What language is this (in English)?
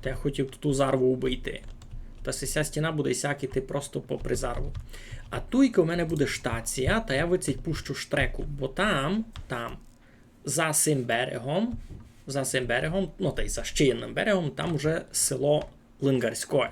Rusyn